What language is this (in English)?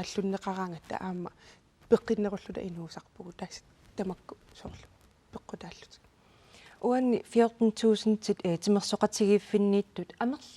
Kalaallisut